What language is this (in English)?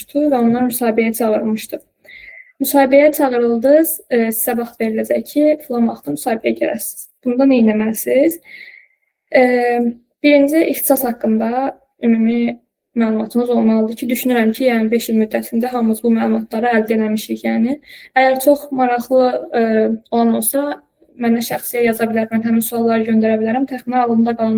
Azerbaijani